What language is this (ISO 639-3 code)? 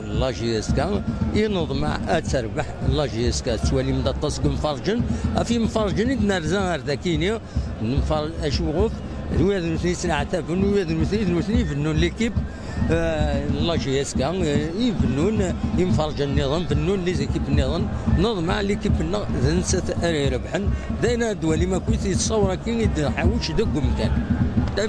kab